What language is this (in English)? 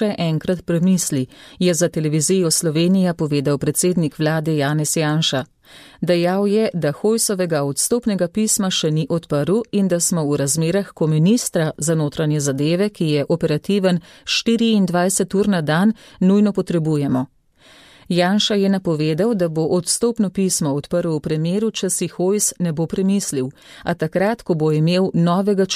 Slovenian